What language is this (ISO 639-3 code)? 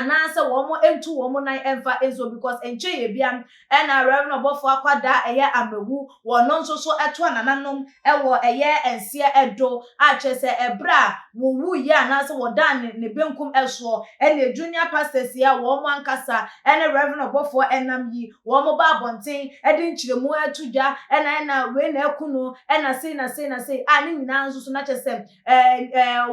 aka